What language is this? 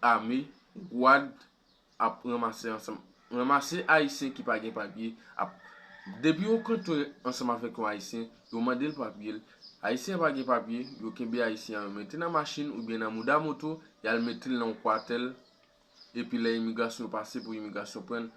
Haitian Creole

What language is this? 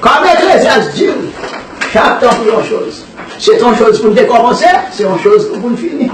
Haitian Creole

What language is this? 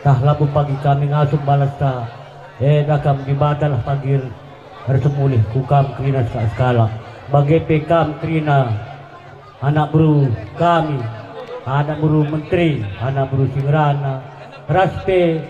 Batak Karo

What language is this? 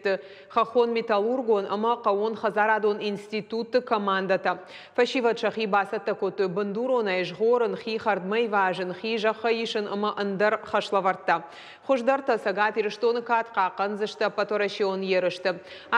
Ossetic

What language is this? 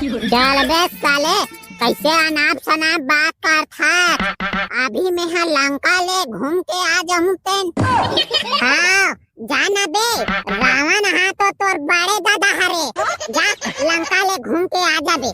Chhattisgarhi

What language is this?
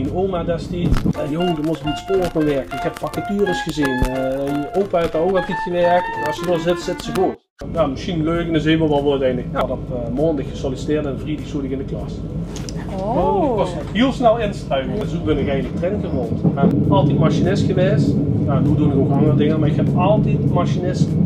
Limburgish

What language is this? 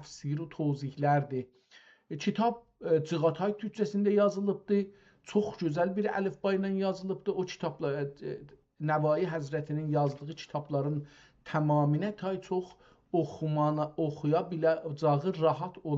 South Azerbaijani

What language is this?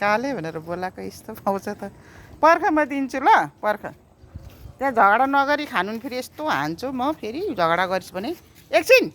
Nepali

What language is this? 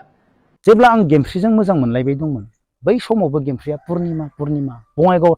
Bodo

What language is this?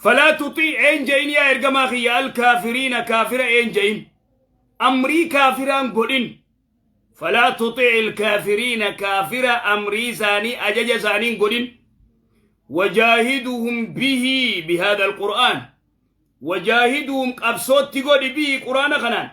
Oromo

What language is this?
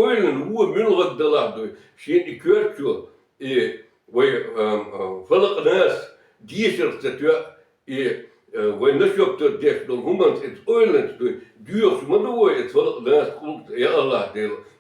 Chechen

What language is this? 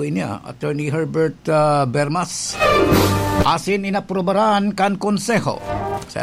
Bikol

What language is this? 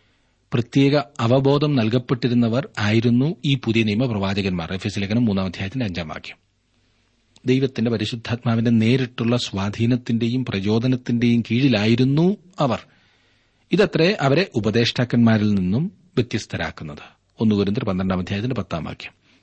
Malayalam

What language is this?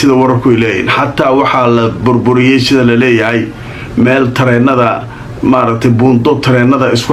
Somali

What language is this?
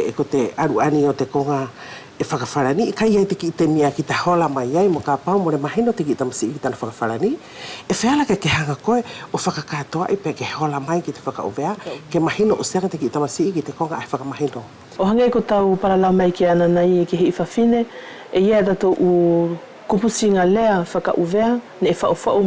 Wallisian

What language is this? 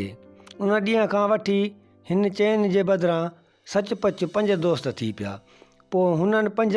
Sindhi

